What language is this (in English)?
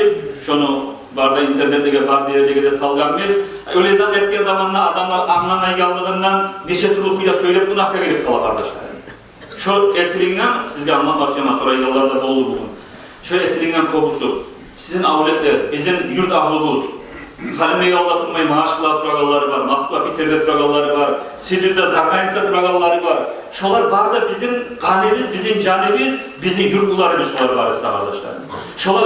Kumyk